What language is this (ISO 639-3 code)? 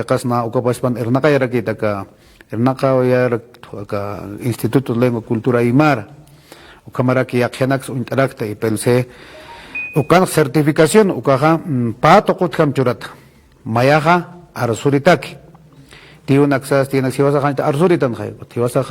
aym